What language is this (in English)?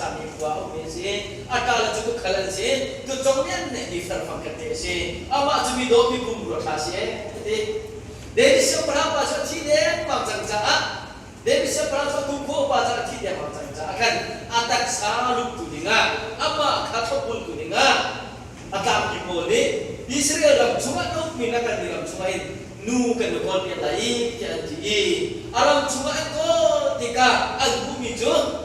Hakha Chin